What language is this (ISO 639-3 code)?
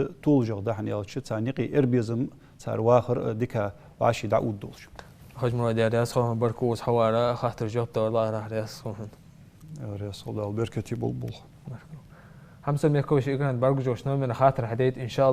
inh